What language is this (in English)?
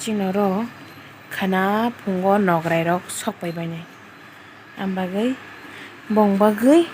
Kok Borok